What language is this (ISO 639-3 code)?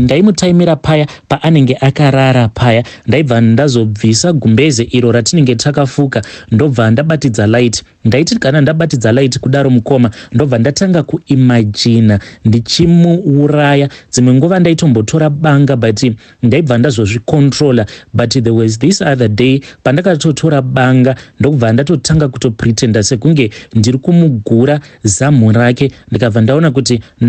sna